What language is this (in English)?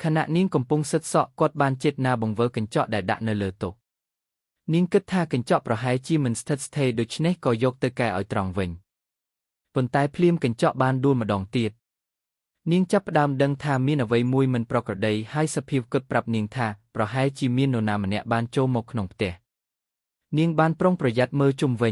Khmer